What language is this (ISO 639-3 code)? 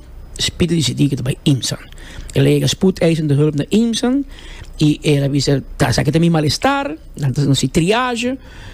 pap